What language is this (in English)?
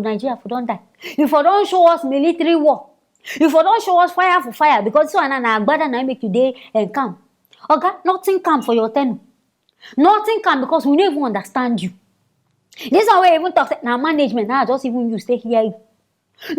Nigerian Pidgin